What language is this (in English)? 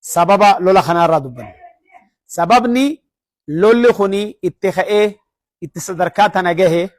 Oromo